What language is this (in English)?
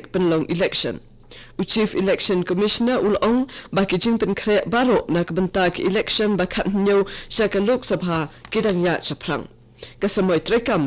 Khasi